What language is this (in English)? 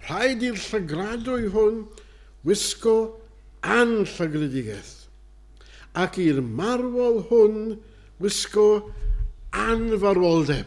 Welsh